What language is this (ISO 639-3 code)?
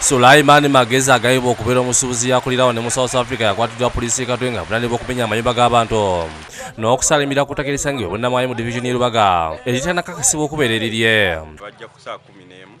lug